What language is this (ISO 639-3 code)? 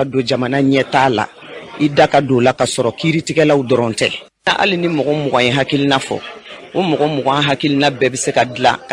bam